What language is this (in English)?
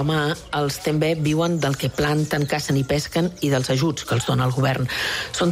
Catalan